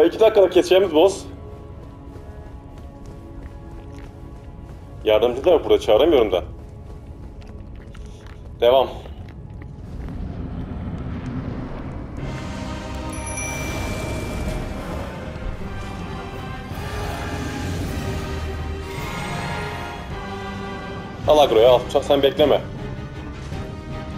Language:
Turkish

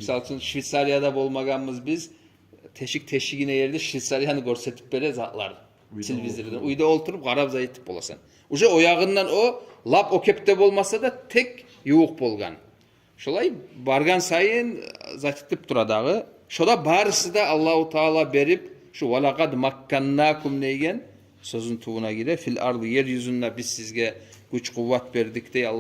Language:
Kumyk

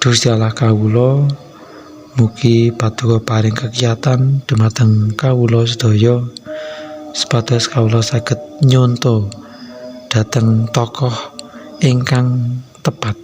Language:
Javanese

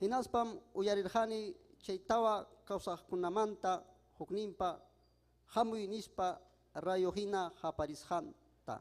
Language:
Ayacucho Quechua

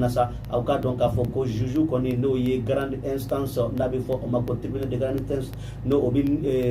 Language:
Bambara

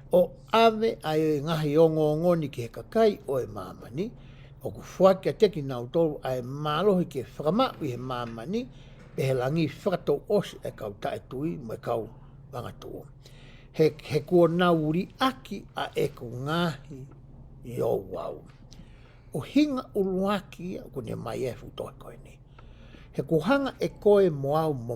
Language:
Tongan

